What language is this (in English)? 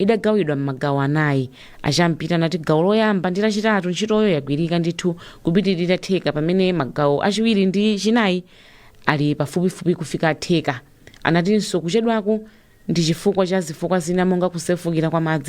Nyanja